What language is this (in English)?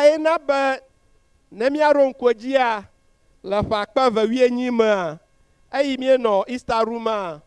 Ewe